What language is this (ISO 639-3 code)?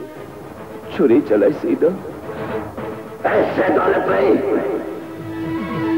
hin